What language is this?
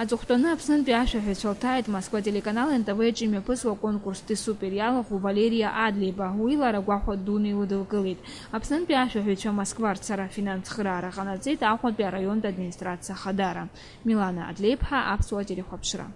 Abkhazian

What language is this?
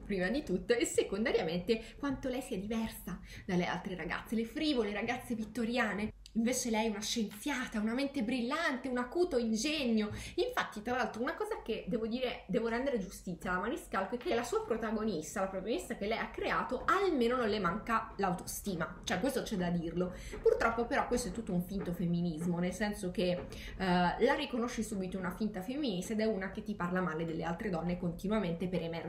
Italian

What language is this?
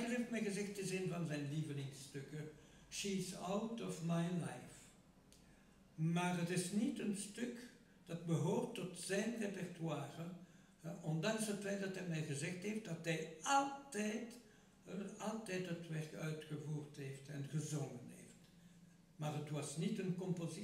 Dutch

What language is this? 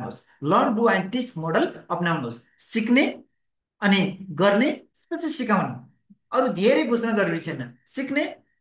Nepali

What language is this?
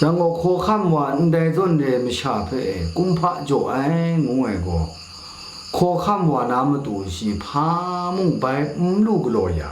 Kachin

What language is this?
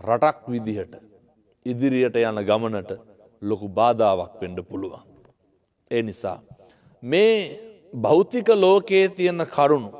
Sinhala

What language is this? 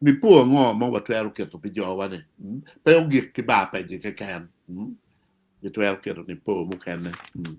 Acoli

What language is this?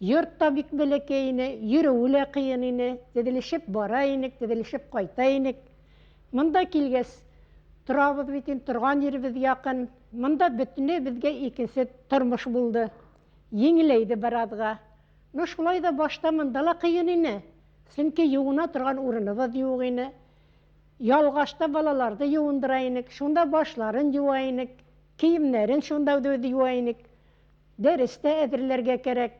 Bashkir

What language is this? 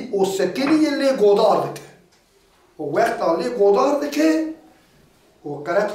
Kurdish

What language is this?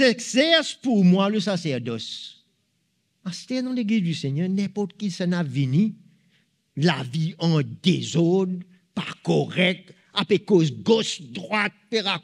Morisyen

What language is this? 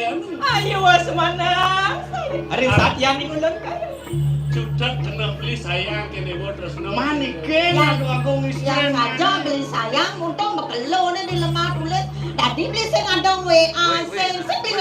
Balinese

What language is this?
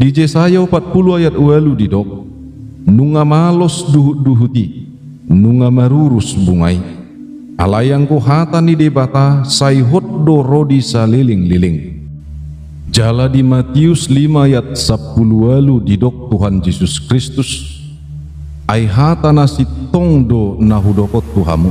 Batak Toba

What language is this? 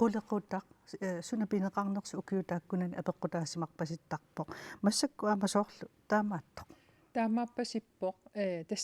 Kalaallisut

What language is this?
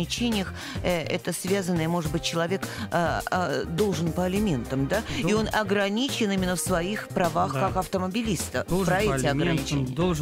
Russian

